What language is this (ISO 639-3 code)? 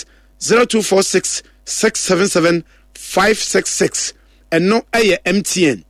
aka